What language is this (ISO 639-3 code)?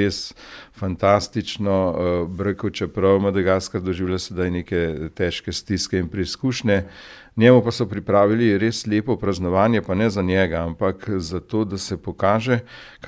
slv